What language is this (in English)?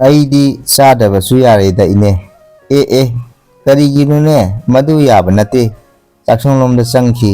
Manipuri